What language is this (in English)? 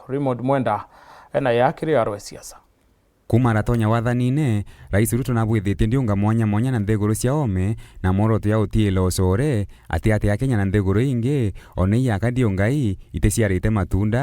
Meru